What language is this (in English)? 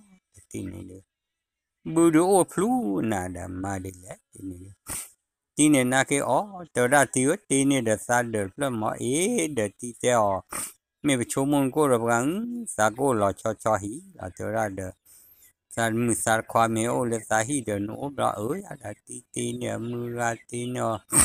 S'gaw Karen